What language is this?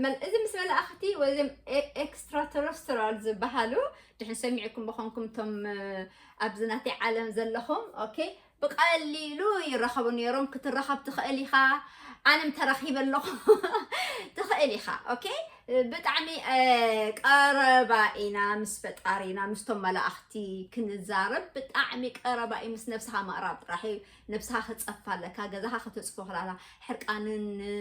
Tigrinya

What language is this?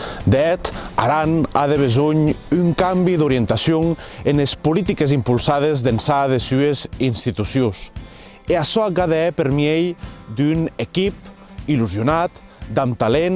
Occitan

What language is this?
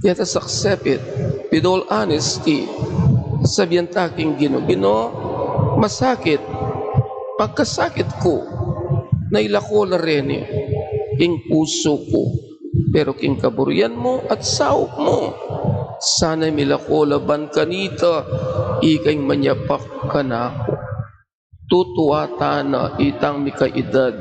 Pampanga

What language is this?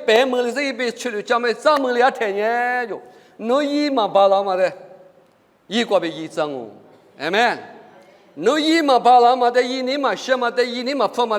Lisu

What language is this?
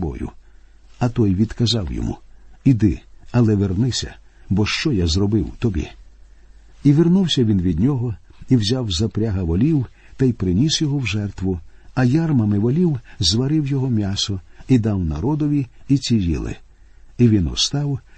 Ukrainian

